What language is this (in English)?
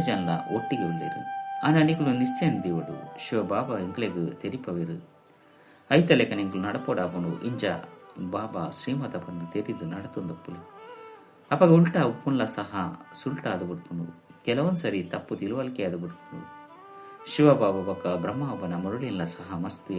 Tulu